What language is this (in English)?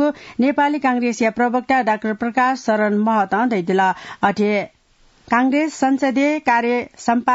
Newari